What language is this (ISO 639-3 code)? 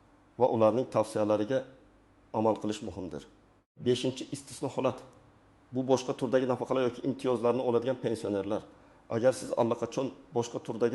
uzb